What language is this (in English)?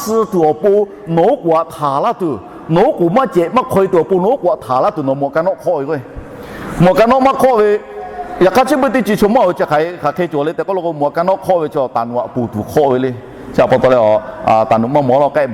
Lahu